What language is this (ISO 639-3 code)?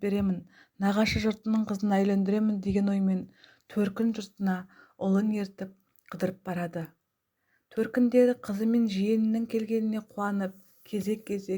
kaz